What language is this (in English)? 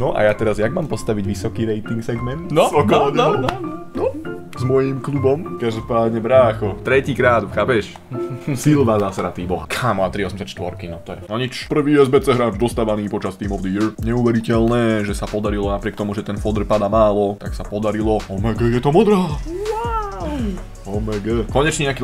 Slovak